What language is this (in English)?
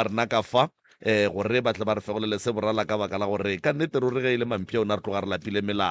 Northern Sotho